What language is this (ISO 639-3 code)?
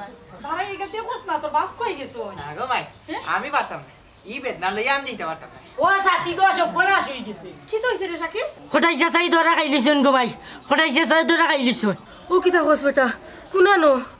syl